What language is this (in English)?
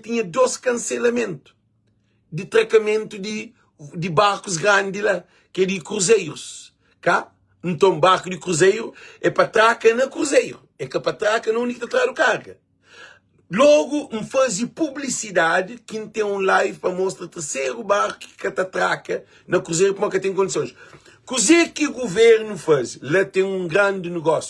Kabuverdianu